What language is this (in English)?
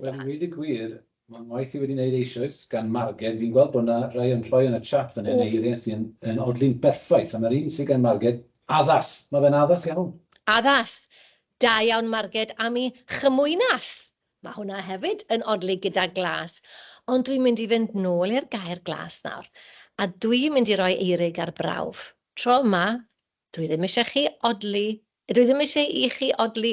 Welsh